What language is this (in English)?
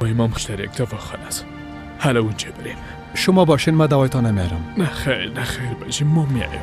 Persian